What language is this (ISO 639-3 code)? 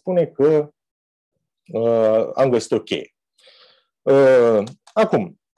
ron